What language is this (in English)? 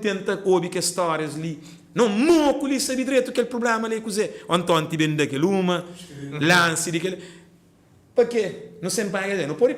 Kabuverdianu